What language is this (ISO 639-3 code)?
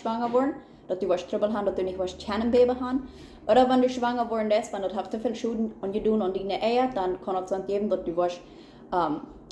pdt